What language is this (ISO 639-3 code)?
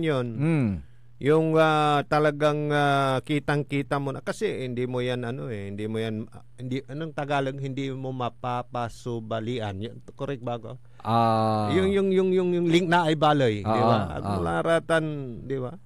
pag